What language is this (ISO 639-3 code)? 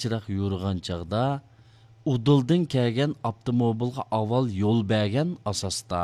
uig